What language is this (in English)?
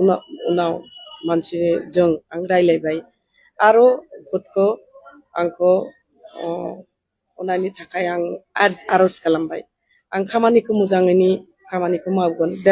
Bodo